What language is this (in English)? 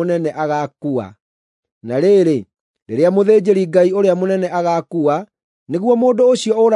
Kikuyu